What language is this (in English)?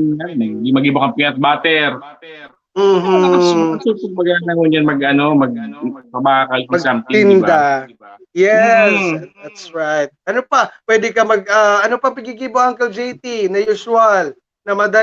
Bikol